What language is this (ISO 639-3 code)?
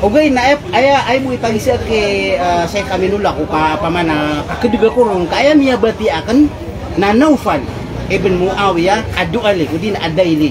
mrw